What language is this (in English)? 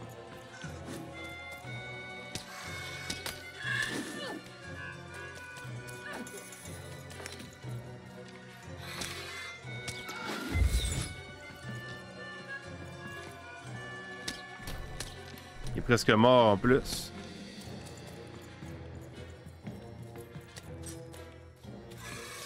French